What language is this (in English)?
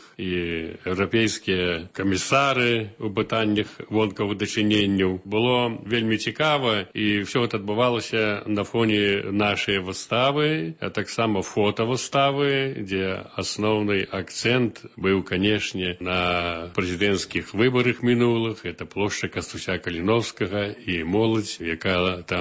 Belarusian